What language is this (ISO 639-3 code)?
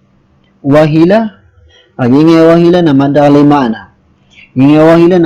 mrw